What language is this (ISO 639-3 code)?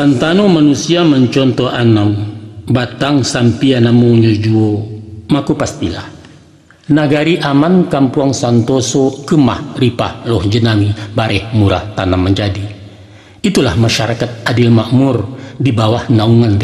min